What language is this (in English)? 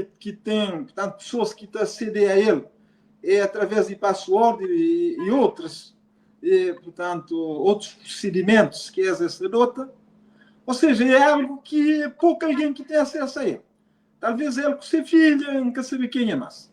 Kabuverdianu